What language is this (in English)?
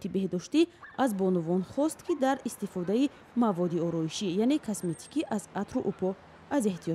Tajik